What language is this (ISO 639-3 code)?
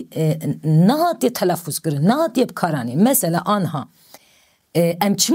kur